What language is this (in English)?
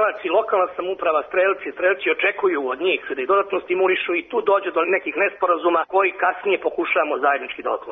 Serbian